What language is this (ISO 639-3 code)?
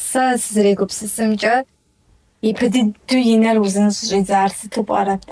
kbd